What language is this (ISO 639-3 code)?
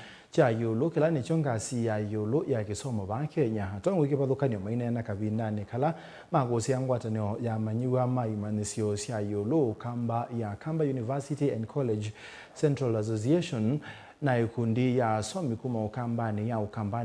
kam